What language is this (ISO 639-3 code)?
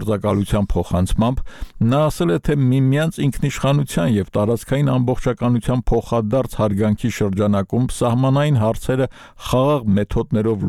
hye